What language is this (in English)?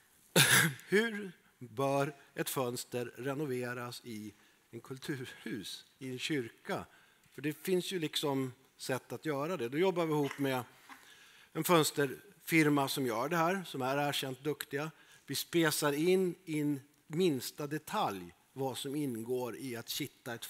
Swedish